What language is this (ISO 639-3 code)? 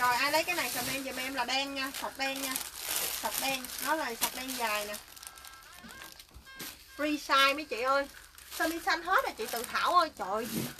vie